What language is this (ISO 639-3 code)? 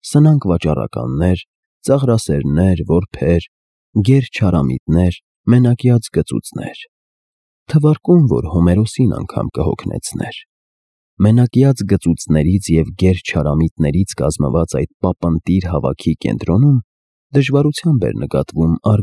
hye